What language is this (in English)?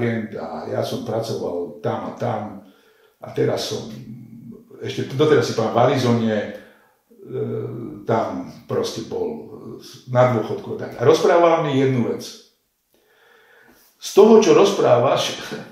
Slovak